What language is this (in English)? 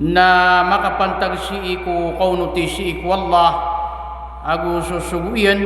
Maranao